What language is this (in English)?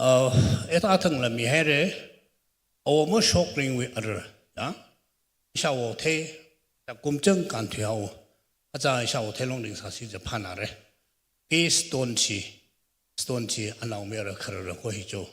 Tangkhul Naga (India)